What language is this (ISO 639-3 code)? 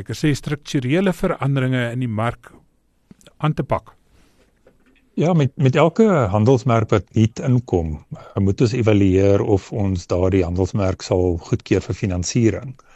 afr